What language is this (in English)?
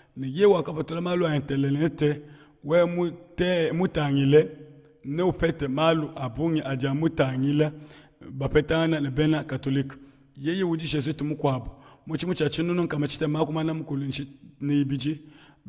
Luba-Lulua